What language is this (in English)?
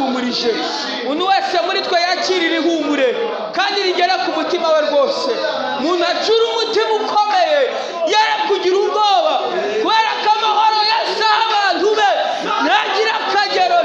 Kinyarwanda